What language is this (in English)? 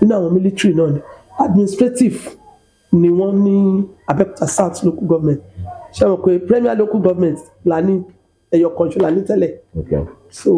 Yoruba